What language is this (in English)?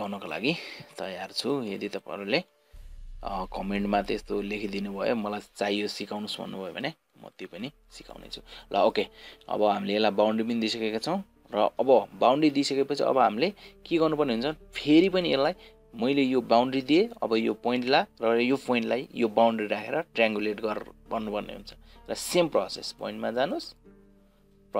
Nepali